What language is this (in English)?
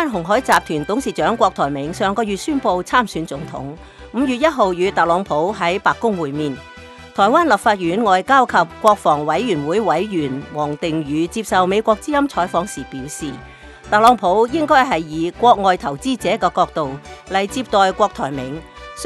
Cantonese